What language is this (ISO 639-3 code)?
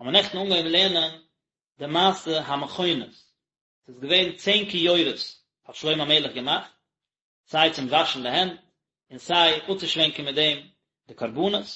yid